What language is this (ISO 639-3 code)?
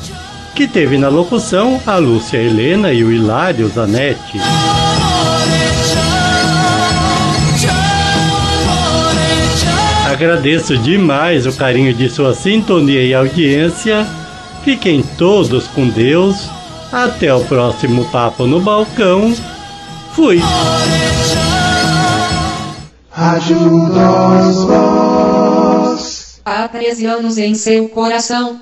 por